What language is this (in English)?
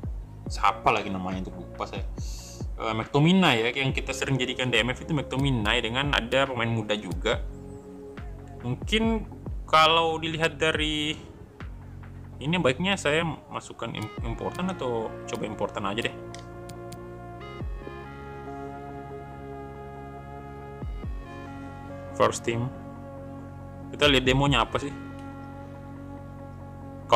Indonesian